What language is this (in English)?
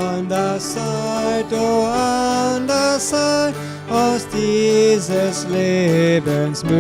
Plautdietsch